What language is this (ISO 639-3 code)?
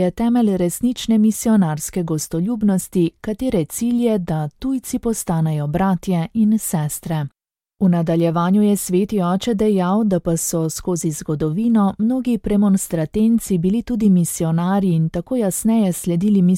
slv